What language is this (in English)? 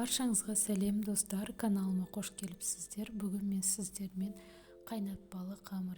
Kazakh